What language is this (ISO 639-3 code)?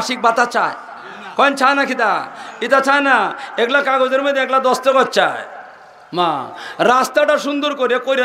syl